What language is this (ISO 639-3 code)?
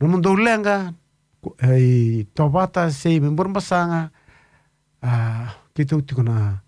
fij